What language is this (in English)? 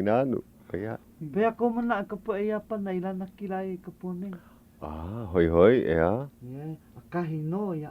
Hawaiian